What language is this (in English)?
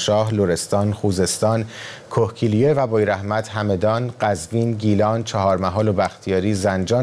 Persian